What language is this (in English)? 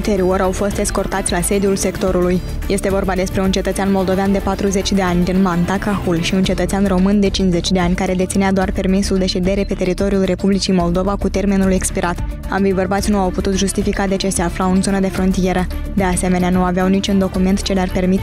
Romanian